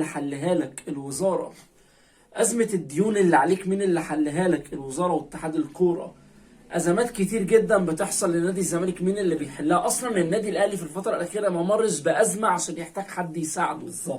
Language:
Egyptian Arabic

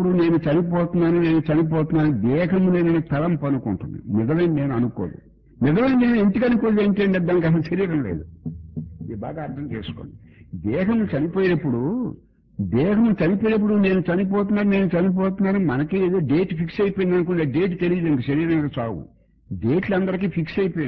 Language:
Telugu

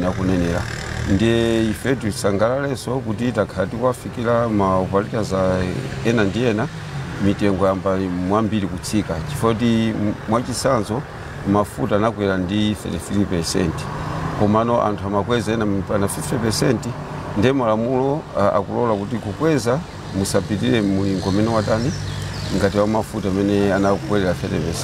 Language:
Nyanja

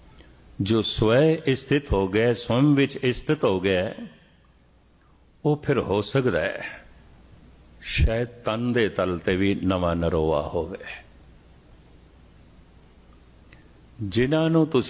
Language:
Punjabi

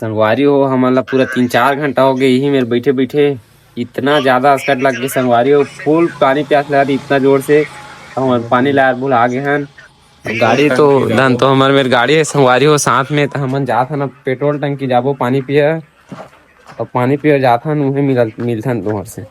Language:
Chhattisgarhi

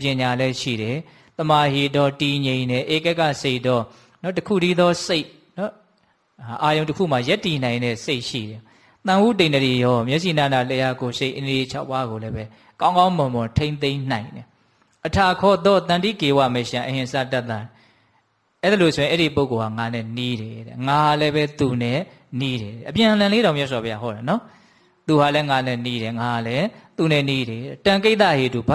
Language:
Burmese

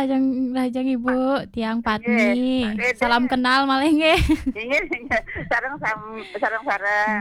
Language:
Balinese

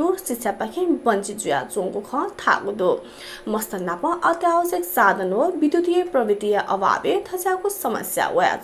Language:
Newari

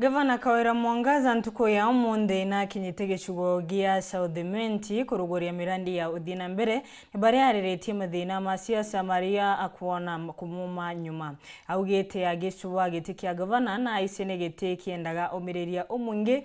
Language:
Meru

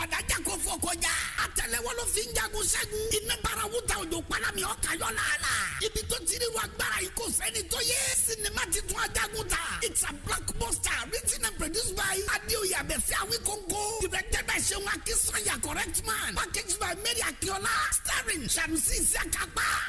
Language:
Yoruba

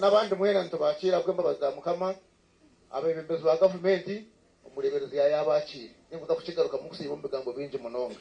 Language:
Nyankole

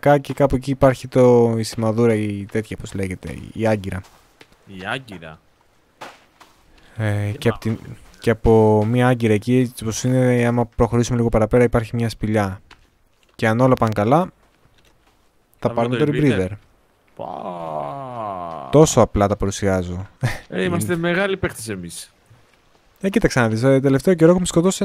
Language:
Greek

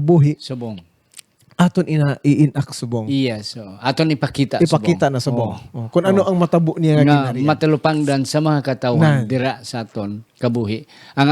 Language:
Hiligaynon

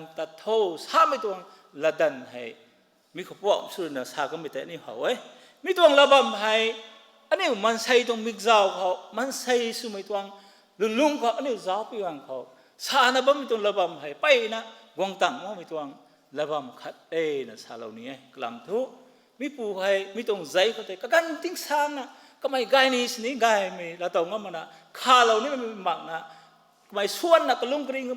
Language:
Rongmei Naga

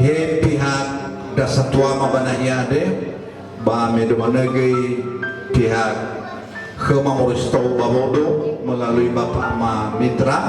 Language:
Nias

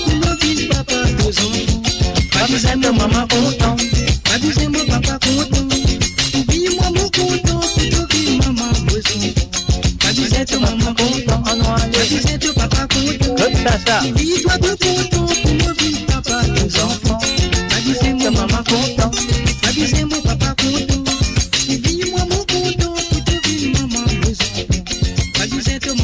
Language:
Morisyen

